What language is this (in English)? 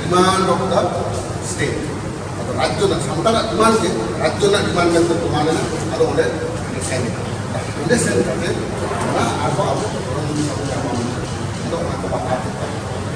Santali